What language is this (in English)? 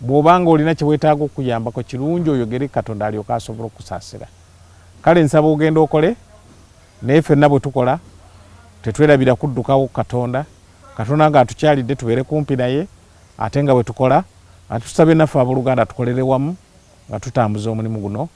Ganda